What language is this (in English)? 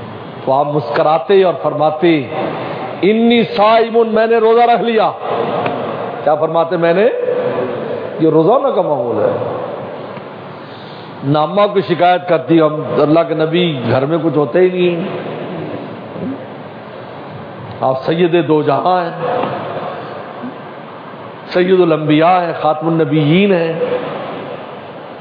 Urdu